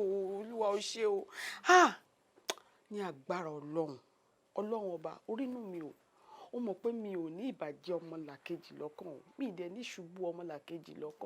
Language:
Yoruba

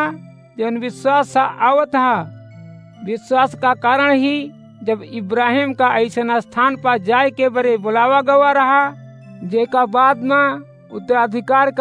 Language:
Awadhi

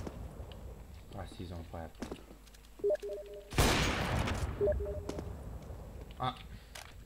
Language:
Romanian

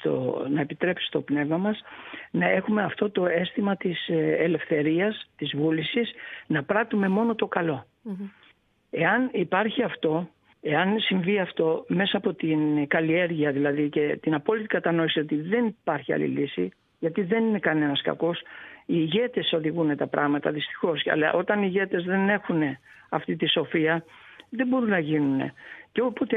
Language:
Greek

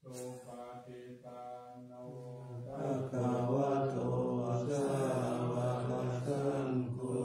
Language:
Pali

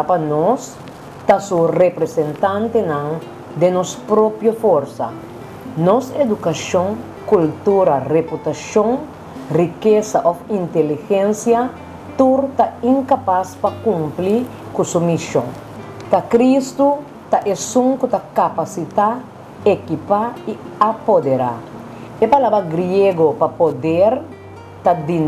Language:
Papiamento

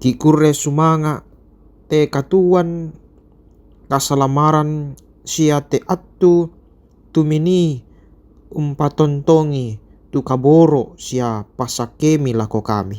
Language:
Toraja-Sa'dan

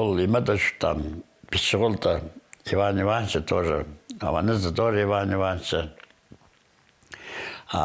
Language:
Khakas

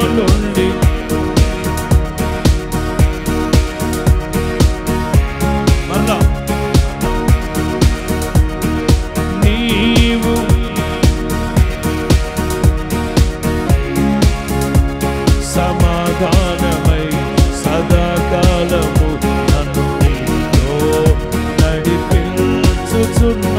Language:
Telugu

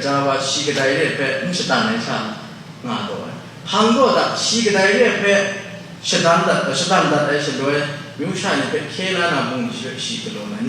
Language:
Kachin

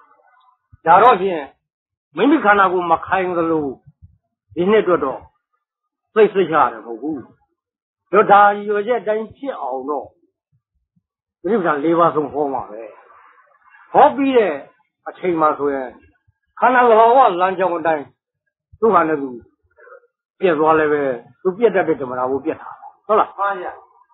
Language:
Burmese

